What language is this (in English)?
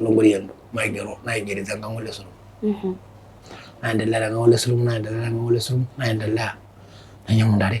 Masai